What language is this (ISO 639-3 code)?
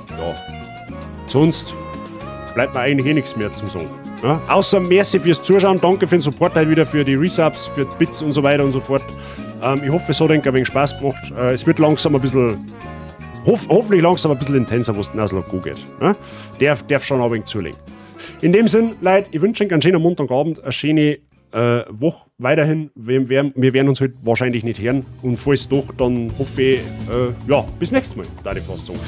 bar